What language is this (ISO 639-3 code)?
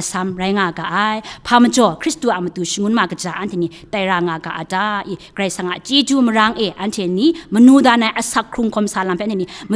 kac